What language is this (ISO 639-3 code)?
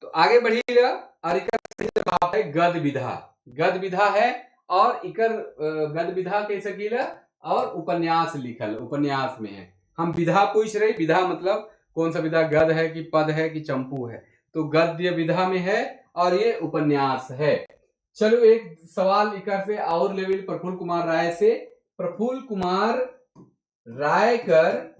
sck